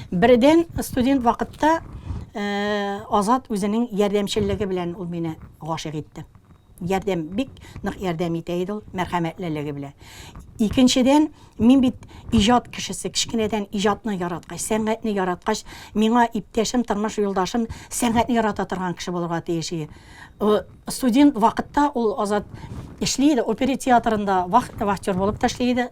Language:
Tatar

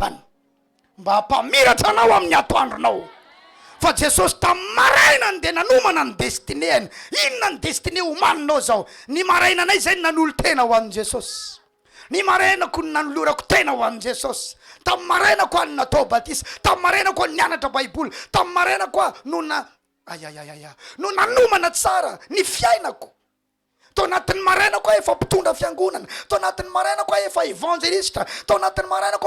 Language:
Malagasy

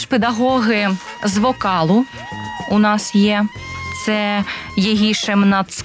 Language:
Ukrainian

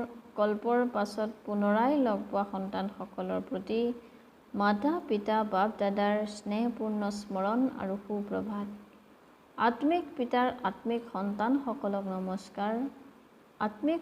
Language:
Assamese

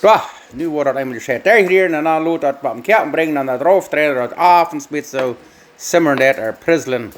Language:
Plautdietsch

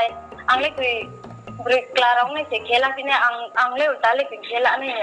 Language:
Riang (India)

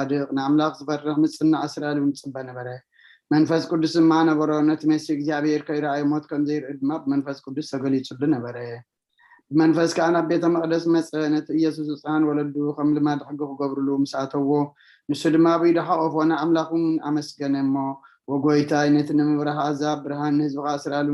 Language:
Tigrinya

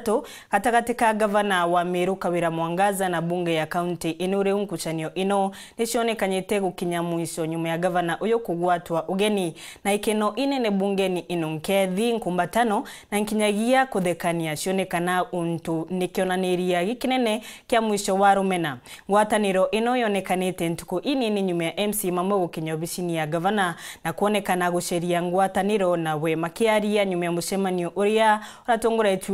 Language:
Meru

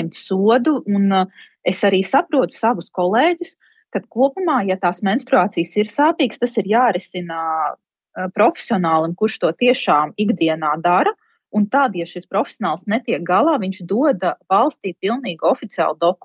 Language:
Latvian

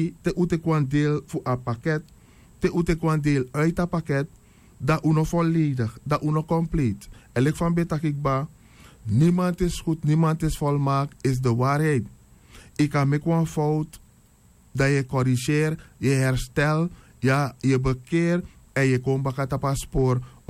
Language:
Sranan Tongo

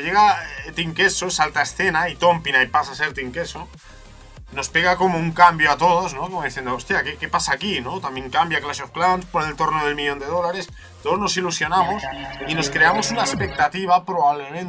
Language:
Spanish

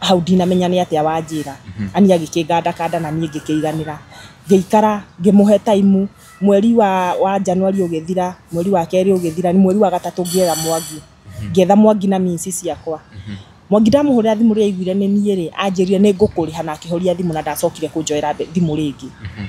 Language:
Kikuyu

